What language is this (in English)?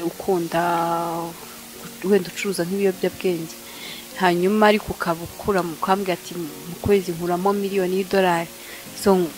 Kinyarwanda